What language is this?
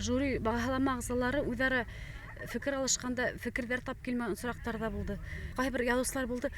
Bashkir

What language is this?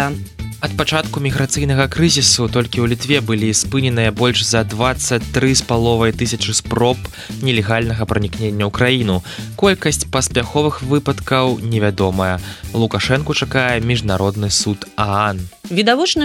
Belarusian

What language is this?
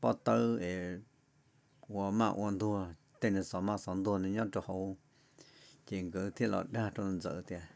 Hmong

